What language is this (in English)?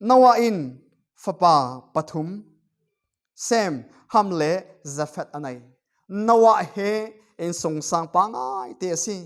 Falam Chin